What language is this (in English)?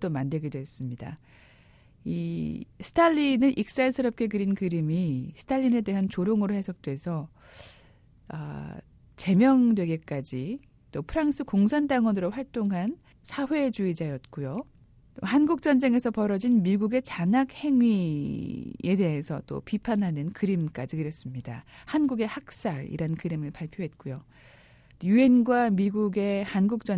Korean